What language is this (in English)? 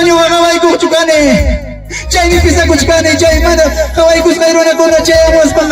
Ayacucho Quechua